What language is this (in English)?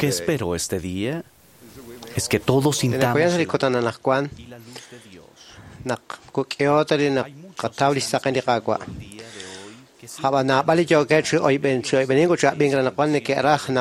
Kekchí